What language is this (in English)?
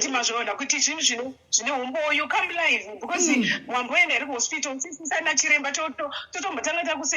Shona